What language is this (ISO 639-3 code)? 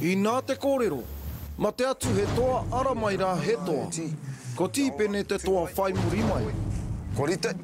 mri